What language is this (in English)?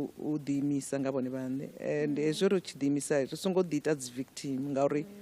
Venda